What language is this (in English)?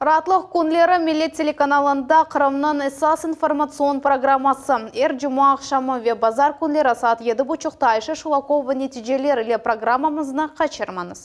Crimean Tatar